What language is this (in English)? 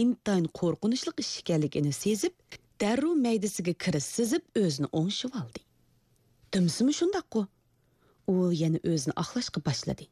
Uyghur